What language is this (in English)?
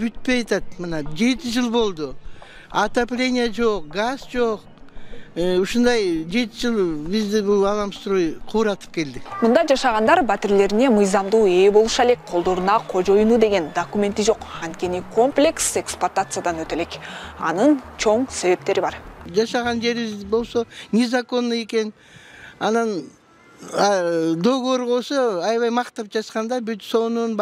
Kyrgyz